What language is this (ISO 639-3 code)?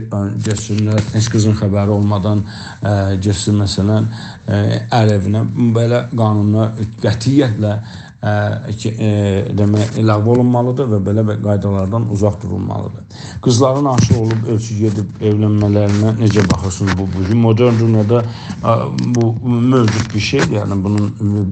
azb